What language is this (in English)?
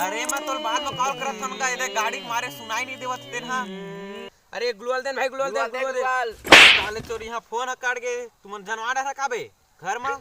Chhattisgarhi